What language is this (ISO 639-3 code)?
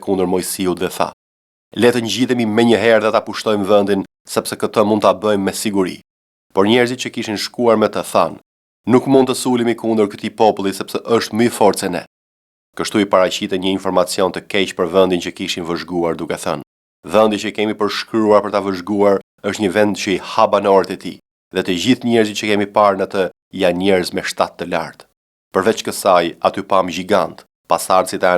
sqi